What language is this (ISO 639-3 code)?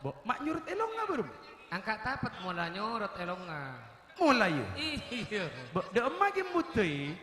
mad